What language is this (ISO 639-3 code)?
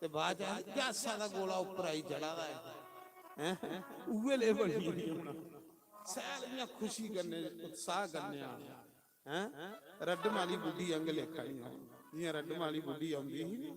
doi